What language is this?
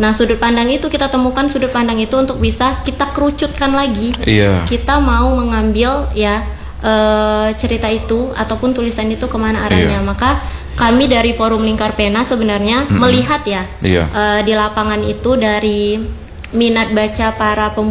Indonesian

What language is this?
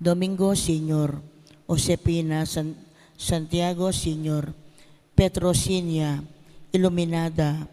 Pampanga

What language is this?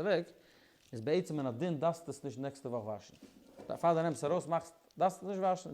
Yiddish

